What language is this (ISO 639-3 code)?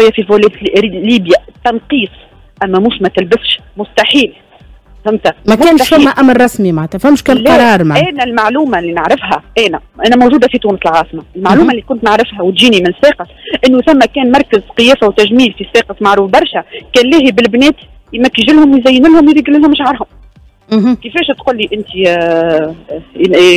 aeb